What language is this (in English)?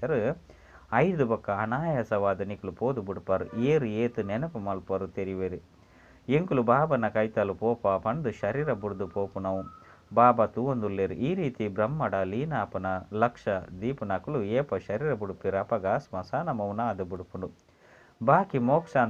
Tulu